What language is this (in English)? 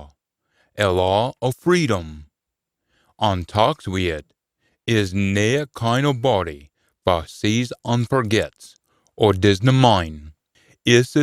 Scots